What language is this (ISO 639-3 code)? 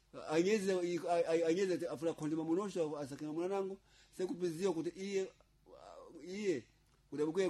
seh